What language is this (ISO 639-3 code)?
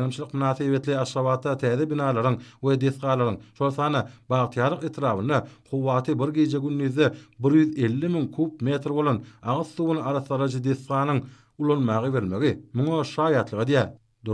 tuk